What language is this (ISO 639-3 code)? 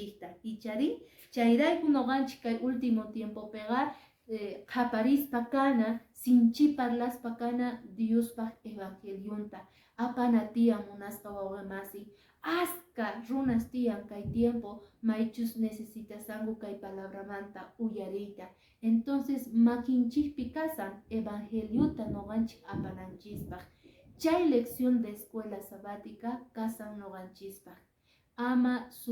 que